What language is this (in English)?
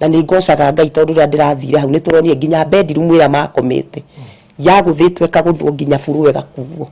Kikuyu